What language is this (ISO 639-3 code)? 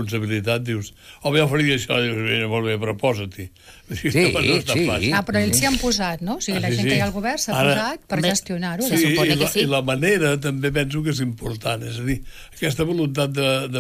cat